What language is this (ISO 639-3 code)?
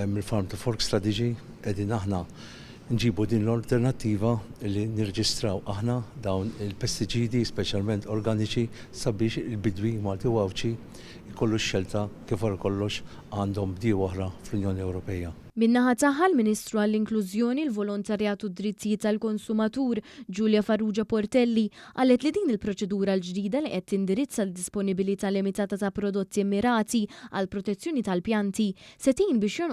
mlt